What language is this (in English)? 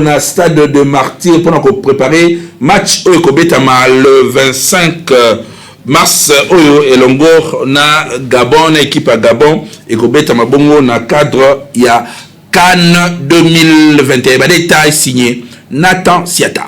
Lingala